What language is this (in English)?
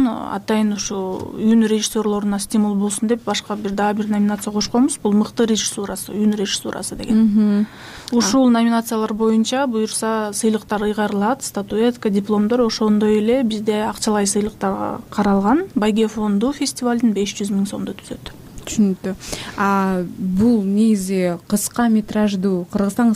Kyrgyz